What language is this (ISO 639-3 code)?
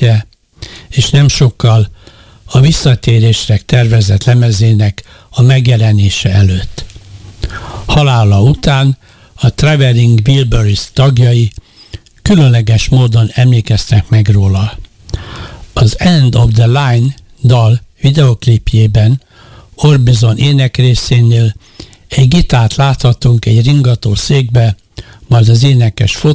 hun